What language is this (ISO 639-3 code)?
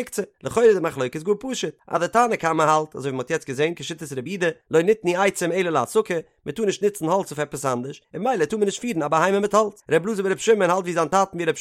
yid